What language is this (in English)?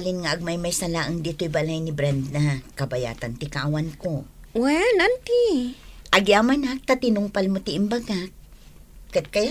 Iloko